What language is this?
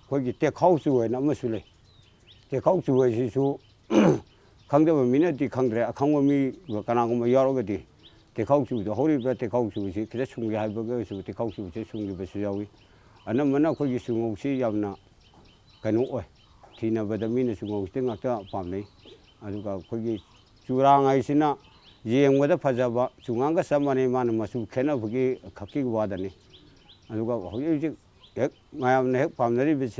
Manipuri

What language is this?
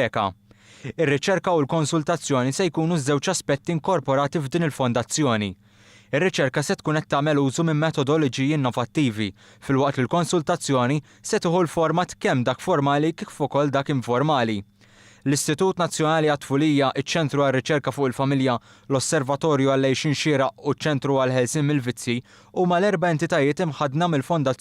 Maltese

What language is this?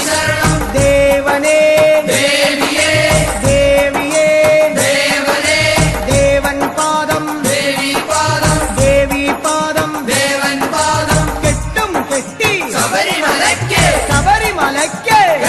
Malayalam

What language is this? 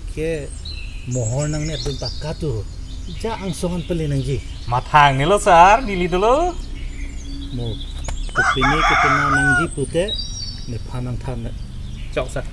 Karbi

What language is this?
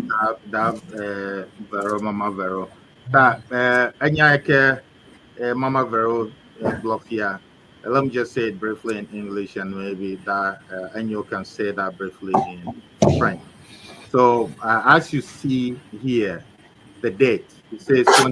Ewe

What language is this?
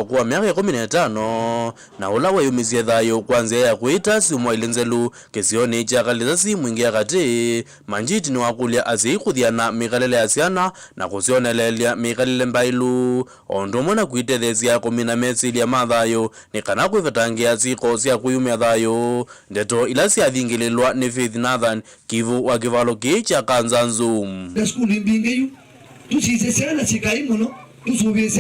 Kamba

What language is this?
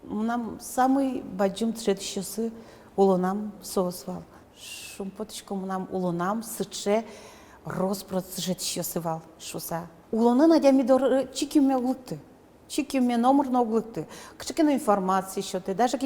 Udmurt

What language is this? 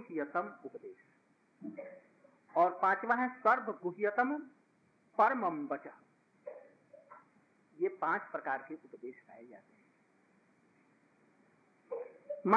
Hindi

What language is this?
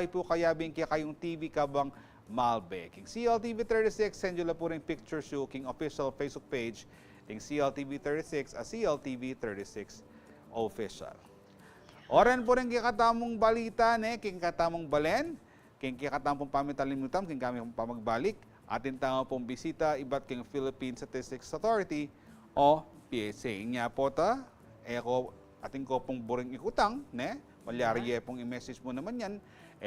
Pampanga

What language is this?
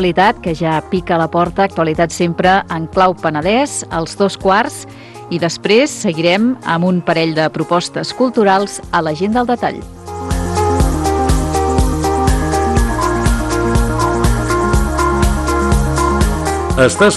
Catalan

